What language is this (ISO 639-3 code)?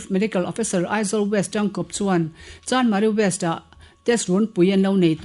lus